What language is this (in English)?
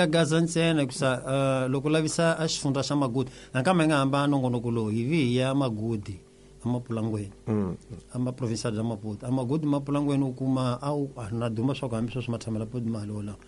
Tsonga